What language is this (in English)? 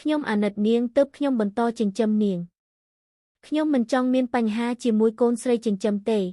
Khmer